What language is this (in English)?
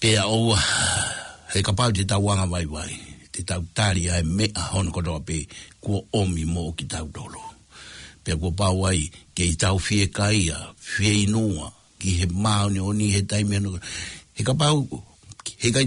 Tongan